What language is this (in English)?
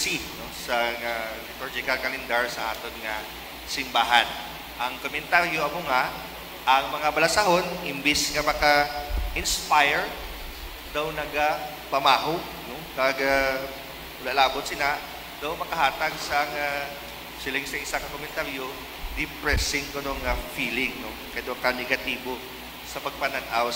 Hiligaynon